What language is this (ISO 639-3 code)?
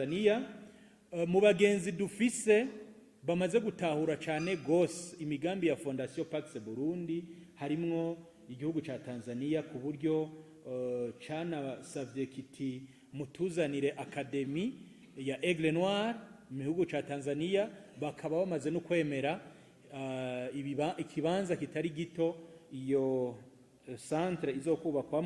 run